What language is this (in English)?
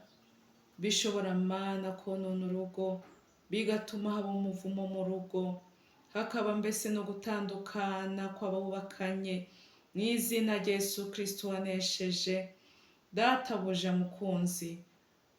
Rundi